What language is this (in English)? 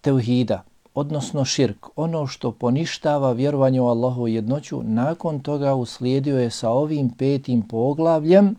Bosnian